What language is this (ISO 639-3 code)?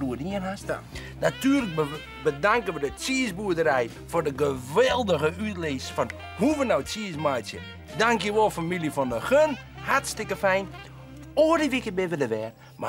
fry